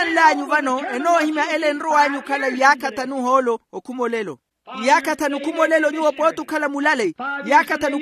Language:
Makhuwa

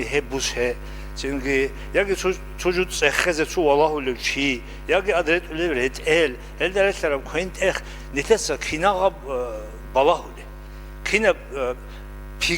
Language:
Avaric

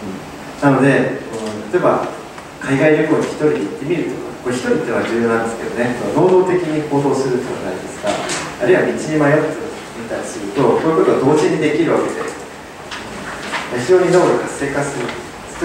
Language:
Japanese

